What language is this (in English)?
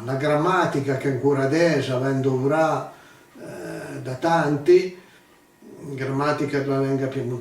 Piedmontese